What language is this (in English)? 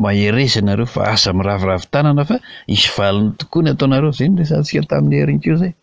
Malagasy